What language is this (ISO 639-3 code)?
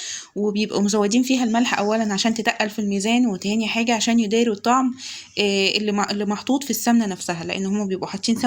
arz